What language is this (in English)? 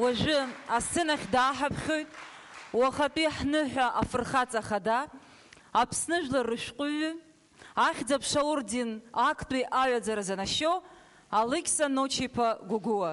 Abkhazian